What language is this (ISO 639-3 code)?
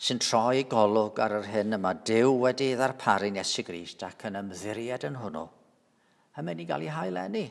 cym